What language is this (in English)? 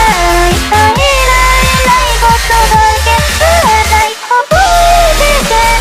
Japanese